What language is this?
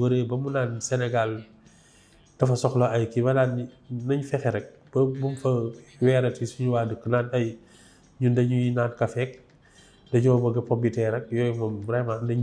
Wolof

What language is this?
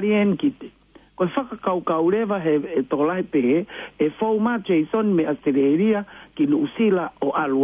Tongan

